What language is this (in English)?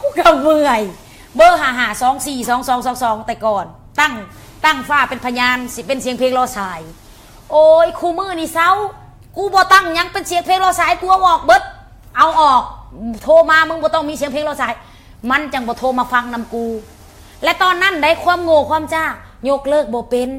Lao